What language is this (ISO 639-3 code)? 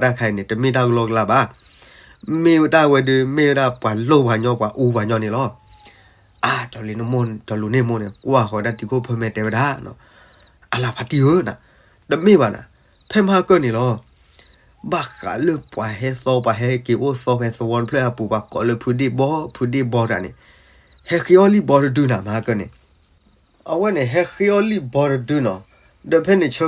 ksw